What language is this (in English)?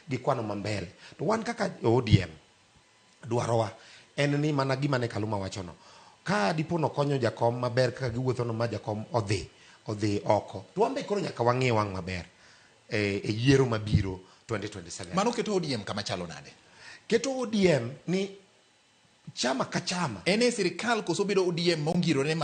Luo (Kenya and Tanzania)